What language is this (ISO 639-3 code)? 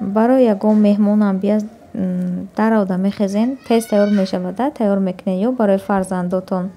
tgk